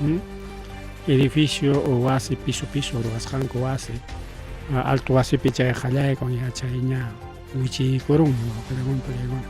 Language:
Ayacucho Quechua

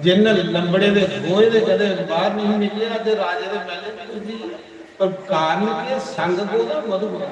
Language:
Dogri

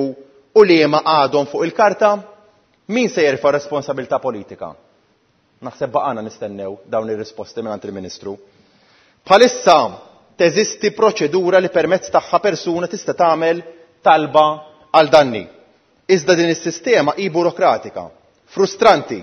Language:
Maltese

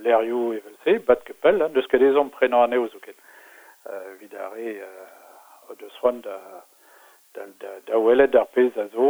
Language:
Breton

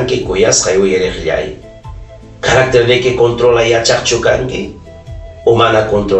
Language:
Ayacucho Quechua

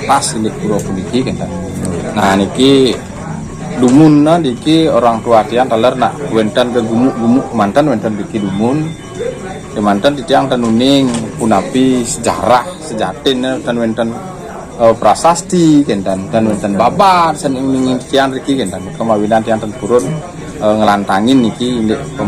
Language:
Balinese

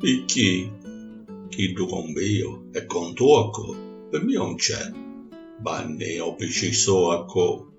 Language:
Sicilian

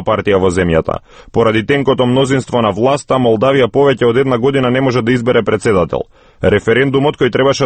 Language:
Macedonian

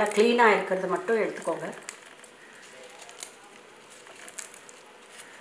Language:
Tamil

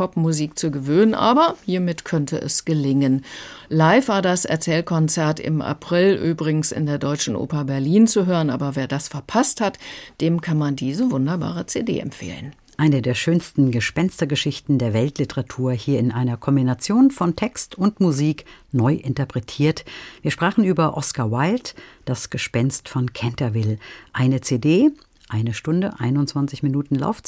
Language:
German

